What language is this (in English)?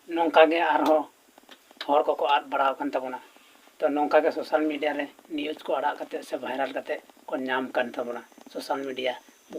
Santali